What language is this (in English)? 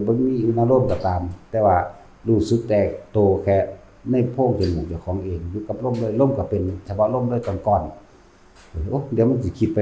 Northeastern Thai